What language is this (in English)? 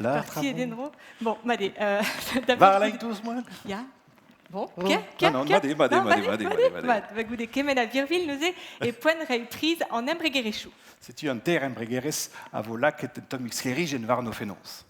Breton